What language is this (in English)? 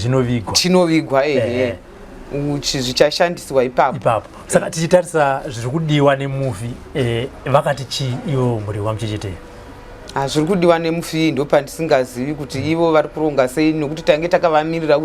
Shona